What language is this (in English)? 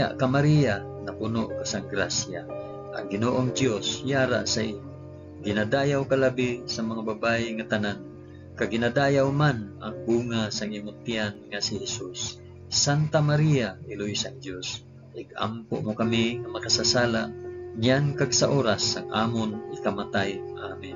Hiligaynon